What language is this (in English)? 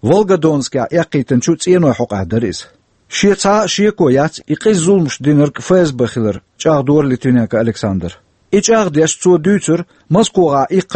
Chechen